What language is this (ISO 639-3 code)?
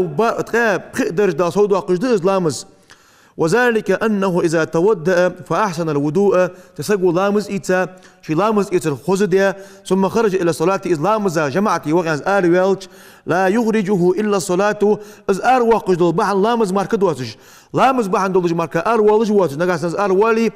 inh